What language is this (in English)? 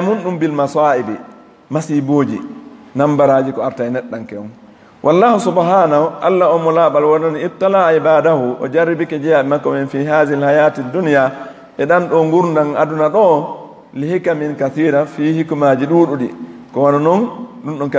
Fula